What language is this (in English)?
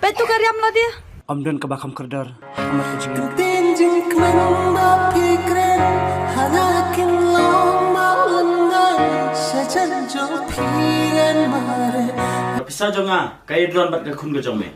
Khasi